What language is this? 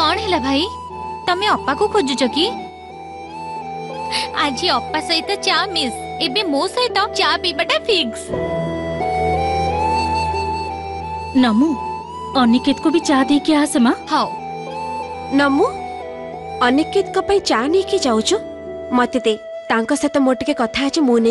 Odia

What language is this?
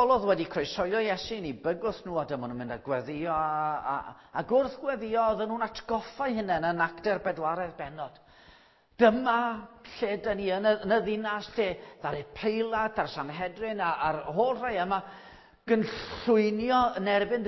Welsh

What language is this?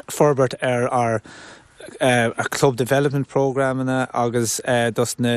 Irish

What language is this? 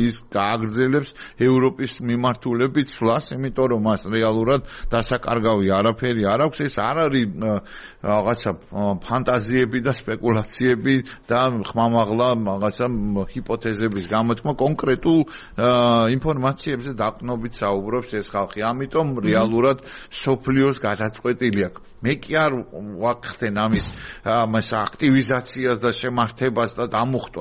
Georgian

